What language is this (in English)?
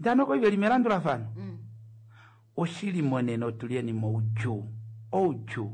Kuanyama